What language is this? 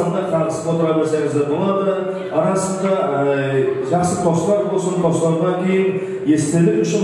Kara-Kalpak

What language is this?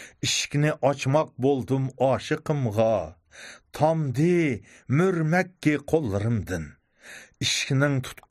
Uyghur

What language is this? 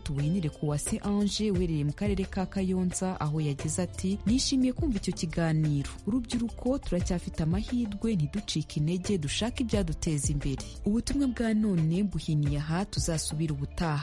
Kinyarwanda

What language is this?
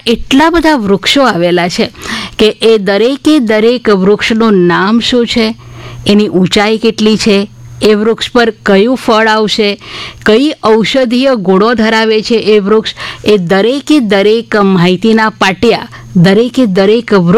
Gujarati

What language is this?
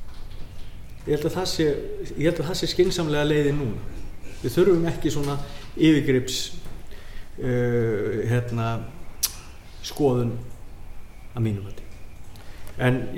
Icelandic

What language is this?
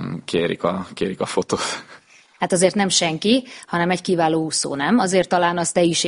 Hungarian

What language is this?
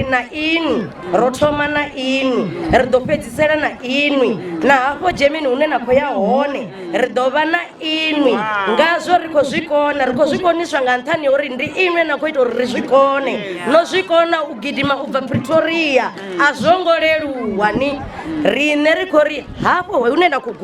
Venda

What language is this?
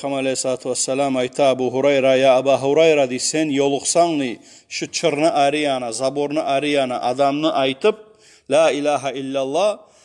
Kumyk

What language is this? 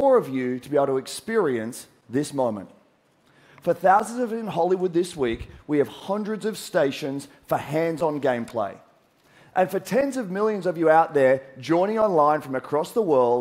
English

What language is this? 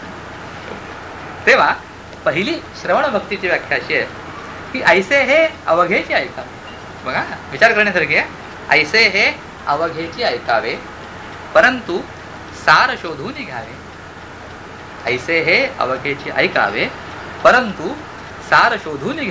Marathi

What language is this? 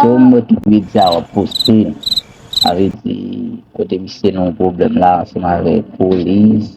Haitian Creole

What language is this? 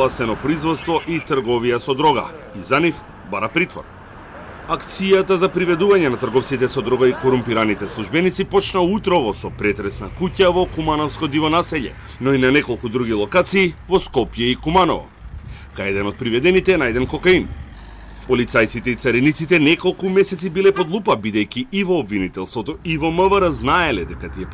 Macedonian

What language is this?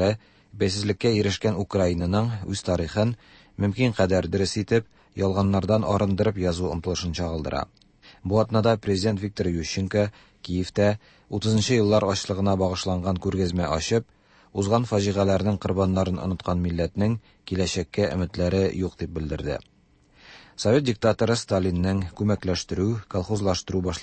Tatar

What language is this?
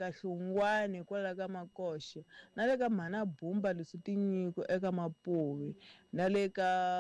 Tsonga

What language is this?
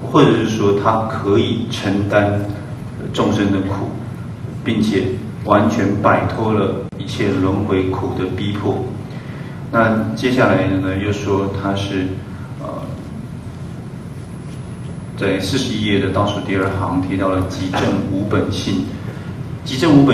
Chinese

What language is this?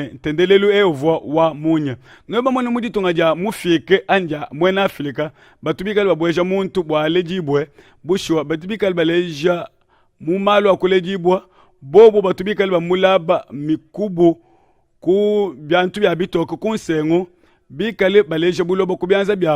Luba-Lulua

